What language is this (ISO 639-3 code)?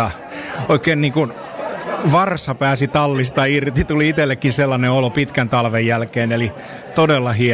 fin